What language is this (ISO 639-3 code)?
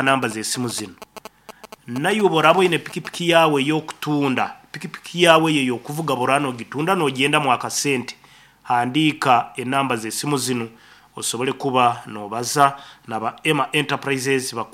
nyn